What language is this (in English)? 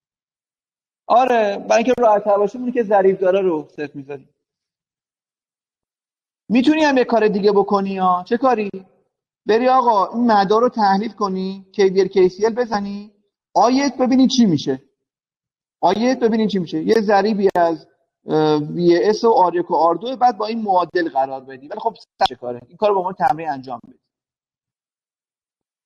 Persian